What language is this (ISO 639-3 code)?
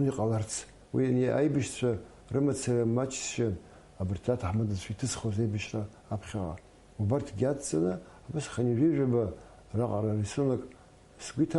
abk